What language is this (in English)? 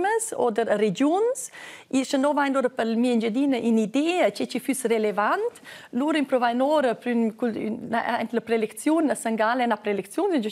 Romansh